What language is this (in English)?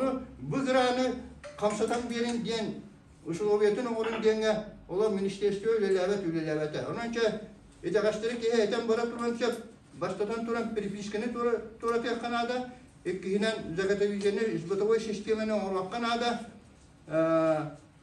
Yakut